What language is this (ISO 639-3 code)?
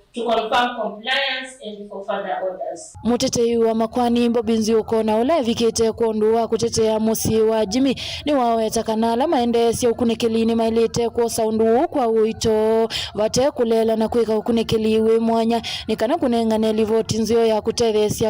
kam